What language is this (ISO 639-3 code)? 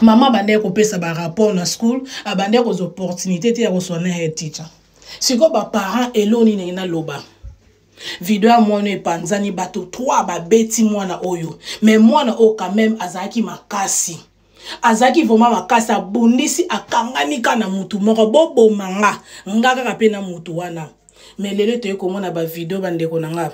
lin